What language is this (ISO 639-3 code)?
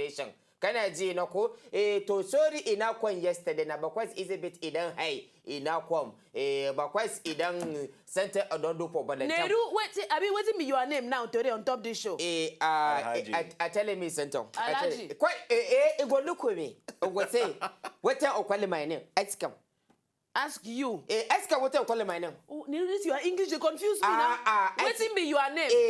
pcm